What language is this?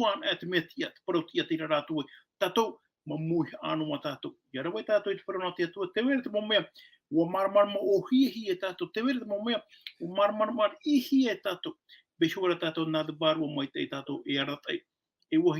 Tahitian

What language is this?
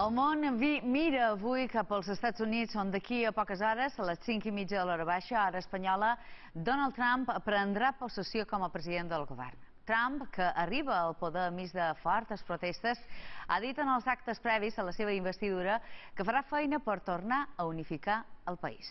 Catalan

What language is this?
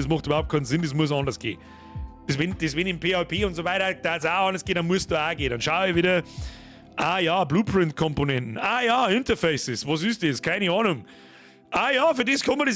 Bavarian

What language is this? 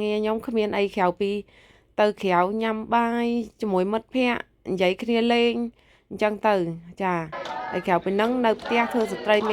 Khmer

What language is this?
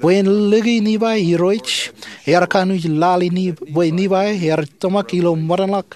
Marshallese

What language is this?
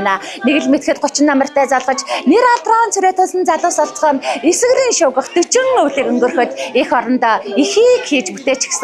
Mongolian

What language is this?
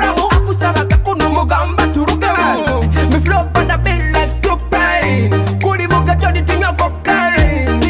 Nyoro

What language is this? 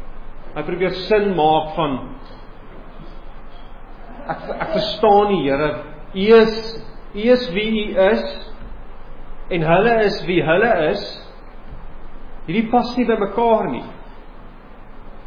Afrikaans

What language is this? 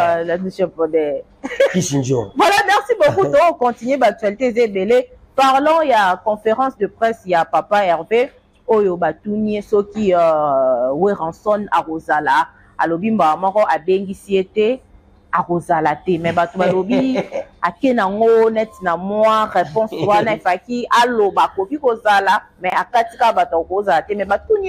Lingala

